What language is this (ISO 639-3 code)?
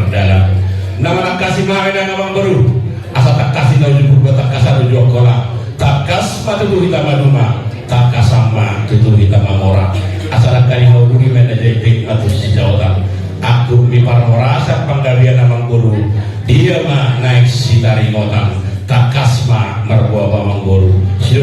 bbc